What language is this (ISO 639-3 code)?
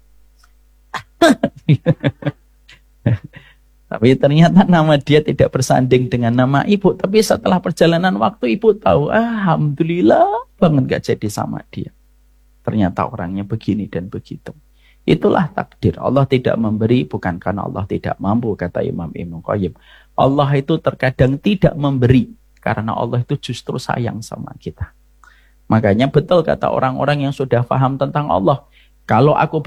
ind